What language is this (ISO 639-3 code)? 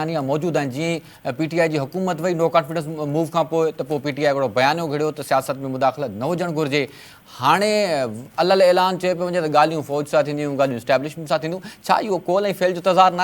snd